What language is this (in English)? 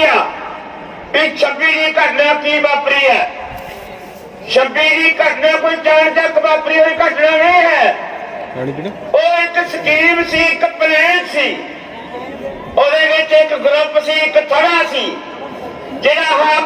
Punjabi